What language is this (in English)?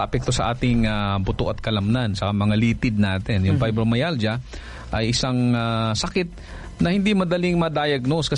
Filipino